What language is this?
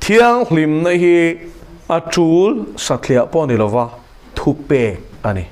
Mizo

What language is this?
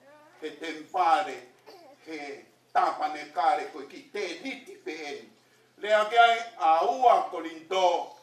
Tongan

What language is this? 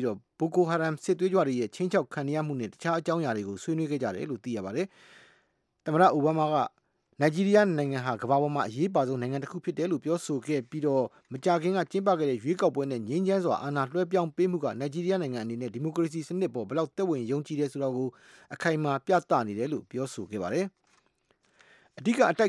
Burmese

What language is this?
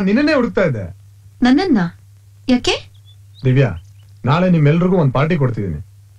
Kannada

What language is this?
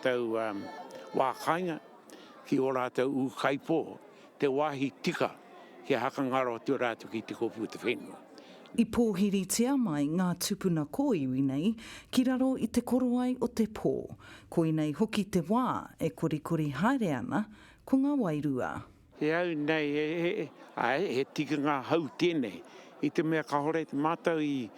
Māori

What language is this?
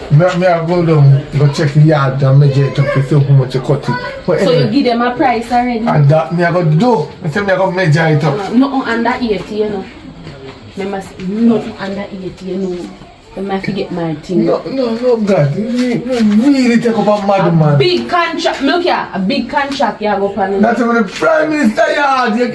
Jamaican Creole English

